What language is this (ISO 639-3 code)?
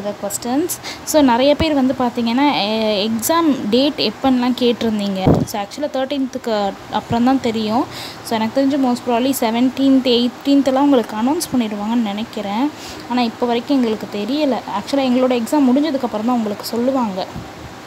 tam